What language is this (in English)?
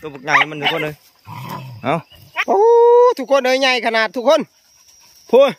Northeastern Thai